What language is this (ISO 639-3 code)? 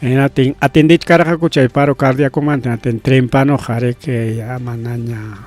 quy